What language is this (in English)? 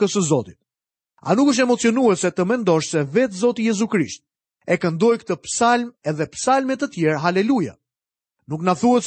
Albanian